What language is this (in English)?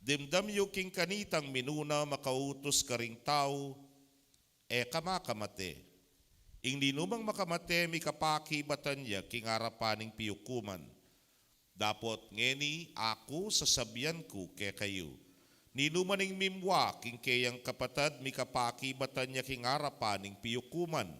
Pampanga